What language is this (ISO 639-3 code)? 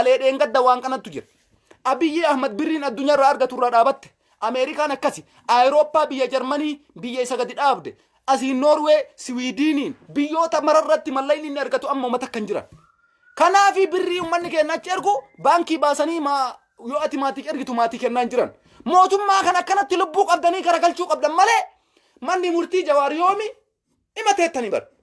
orm